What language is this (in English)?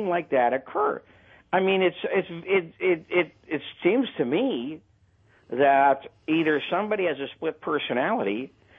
English